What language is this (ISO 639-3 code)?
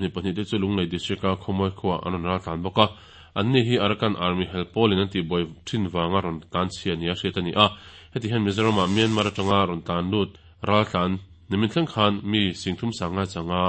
lus